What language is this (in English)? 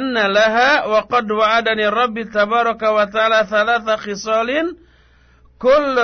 Sundanese